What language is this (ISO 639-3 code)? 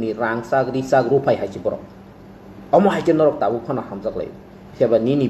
trp